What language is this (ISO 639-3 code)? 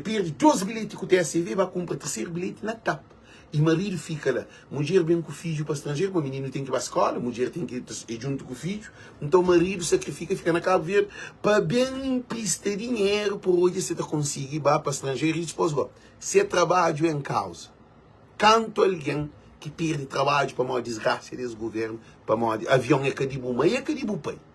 kea